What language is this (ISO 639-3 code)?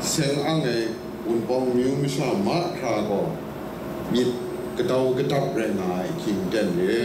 kac